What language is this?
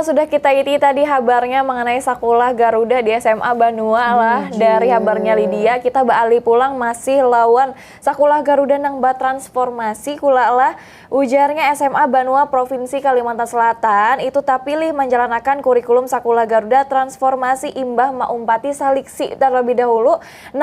Banjar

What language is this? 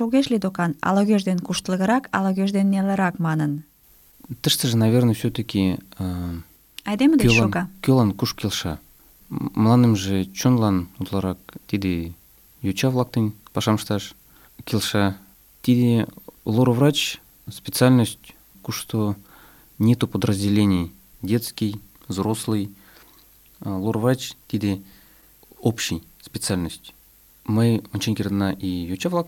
Mari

